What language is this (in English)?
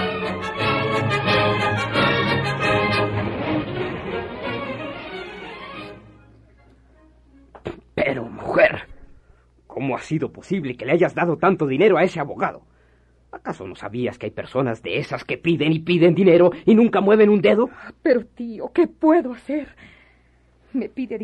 Spanish